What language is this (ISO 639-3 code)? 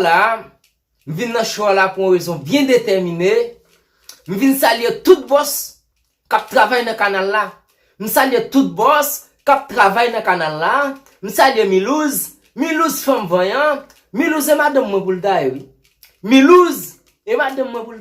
hat